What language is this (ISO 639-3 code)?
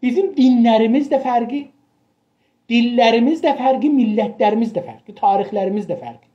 azb